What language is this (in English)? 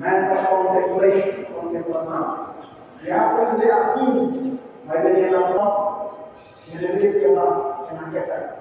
Tetum